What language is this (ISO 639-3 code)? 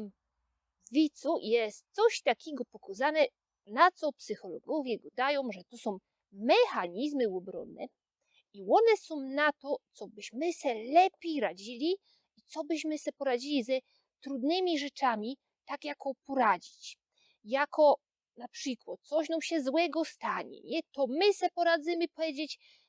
szl